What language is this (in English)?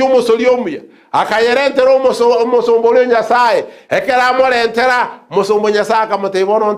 Gusii